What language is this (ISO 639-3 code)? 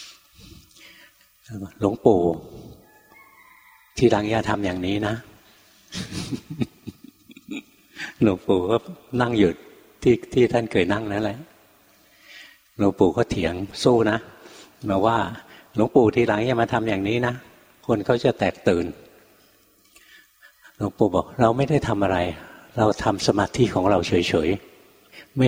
tha